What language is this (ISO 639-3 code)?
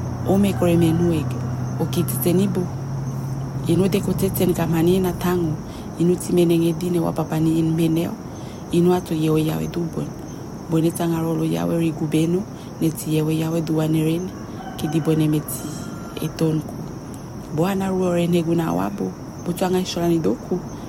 fra